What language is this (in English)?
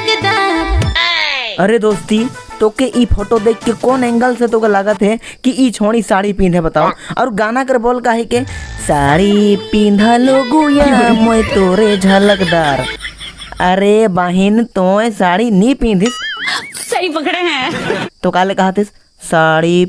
Sadri